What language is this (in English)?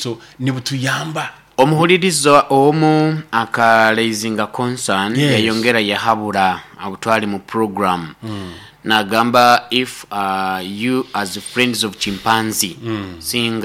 Nyoro